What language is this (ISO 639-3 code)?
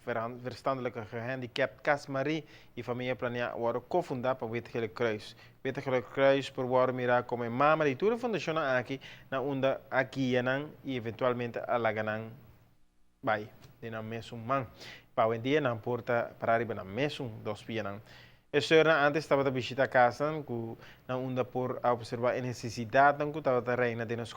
pap